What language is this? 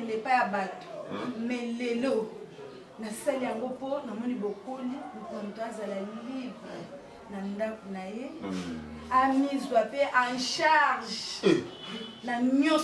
Lingala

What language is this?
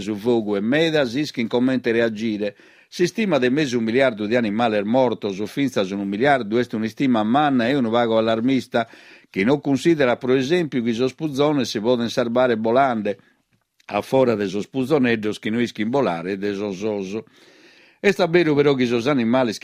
Sardinian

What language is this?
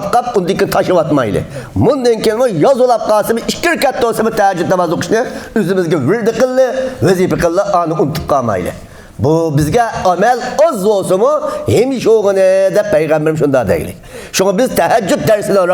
Uyghur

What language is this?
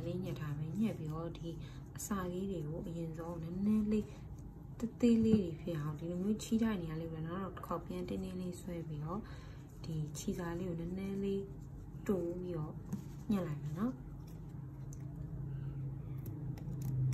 Burmese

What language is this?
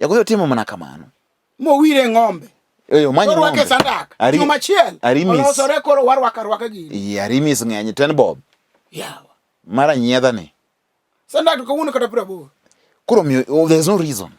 Luo (Kenya and Tanzania)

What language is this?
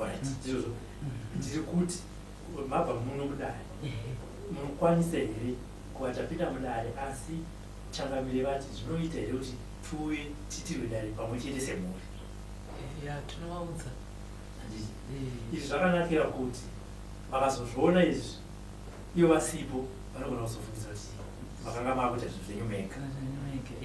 Shona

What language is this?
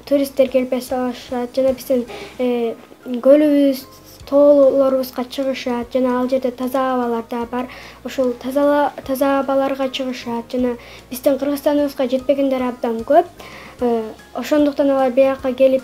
Kyrgyz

